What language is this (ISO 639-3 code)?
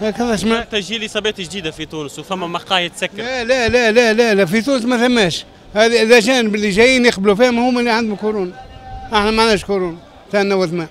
aeb